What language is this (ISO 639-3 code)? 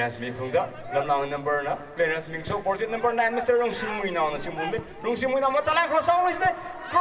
nmf